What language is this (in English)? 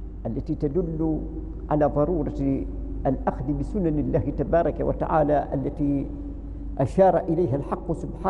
Arabic